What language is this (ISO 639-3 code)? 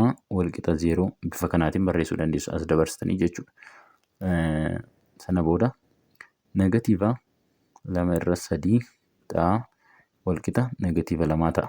orm